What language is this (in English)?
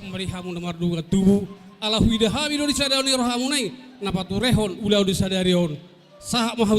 Batak Toba